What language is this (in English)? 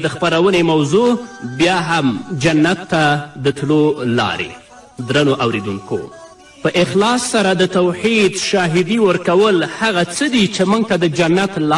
Pashto